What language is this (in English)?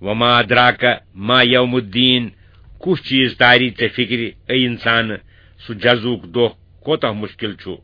Kashmiri